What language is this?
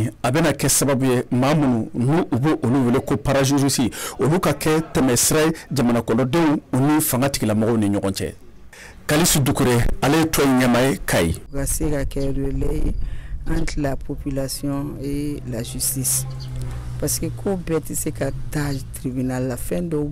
Bambara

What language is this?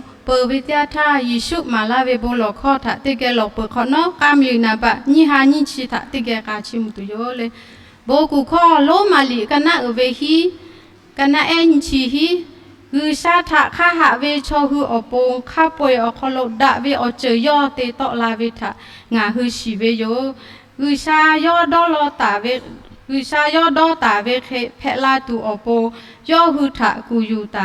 Lahu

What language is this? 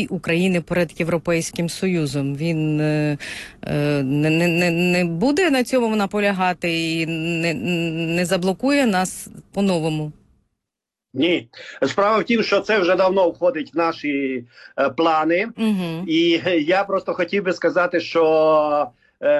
Ukrainian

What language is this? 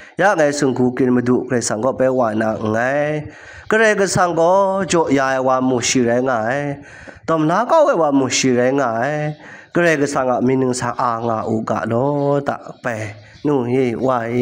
Kachin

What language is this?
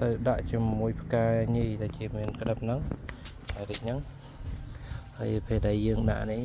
Khmer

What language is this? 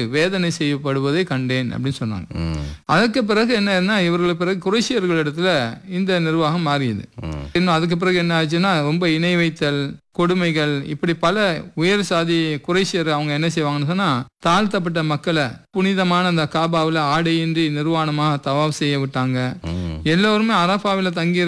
Tamil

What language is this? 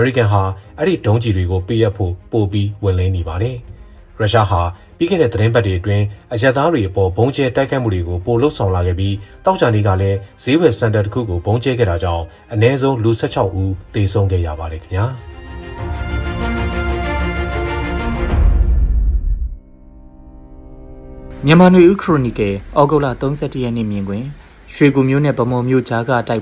Burmese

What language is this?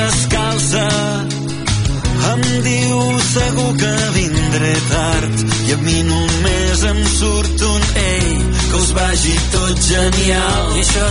Catalan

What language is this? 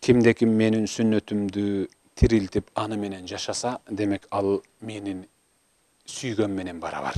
Kyrgyz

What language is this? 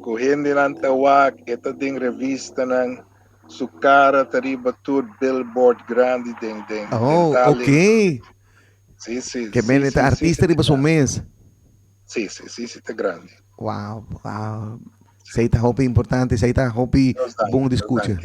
Papiamento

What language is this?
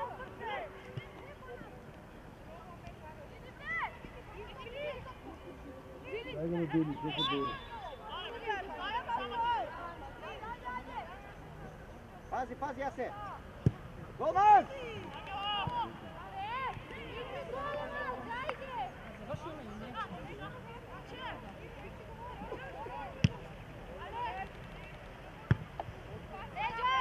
Macedonian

